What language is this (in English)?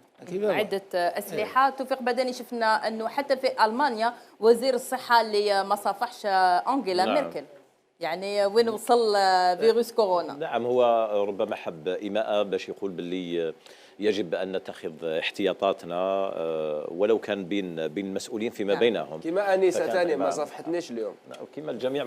Algerian Arabic